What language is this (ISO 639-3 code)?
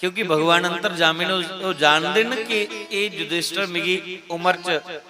doi